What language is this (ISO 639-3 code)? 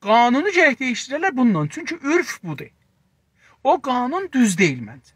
azb